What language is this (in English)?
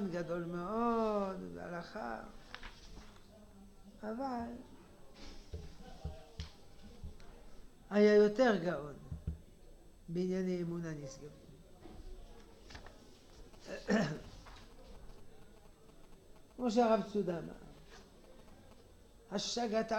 Hebrew